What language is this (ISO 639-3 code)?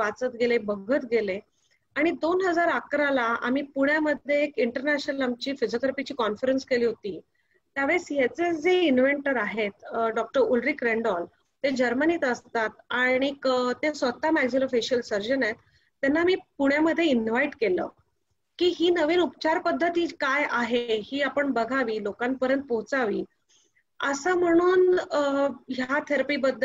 mar